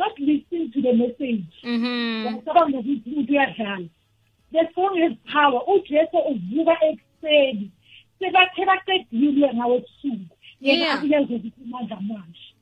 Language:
South Ndebele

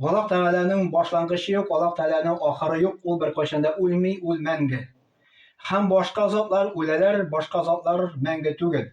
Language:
Tatar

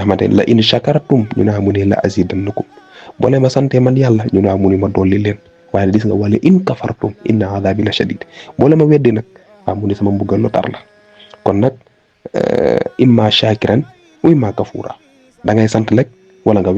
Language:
Wolof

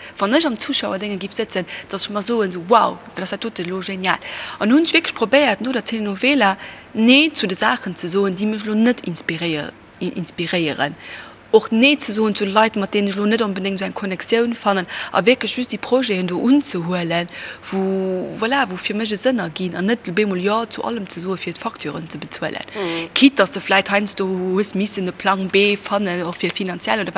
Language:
Luxembourgish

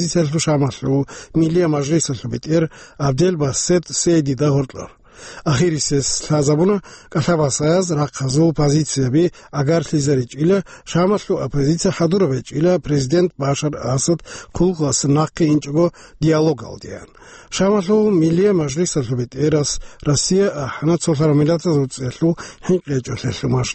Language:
Avaric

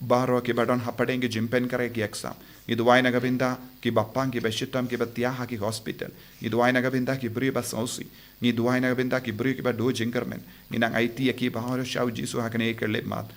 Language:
Khasi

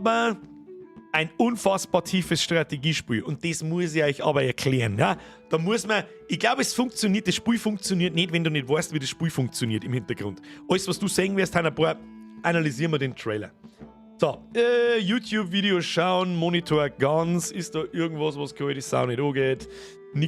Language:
Bavarian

